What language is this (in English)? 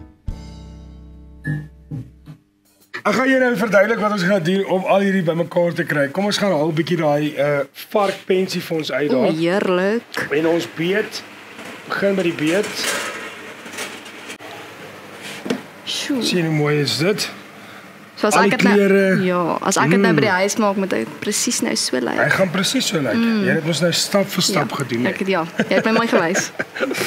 Afrikaans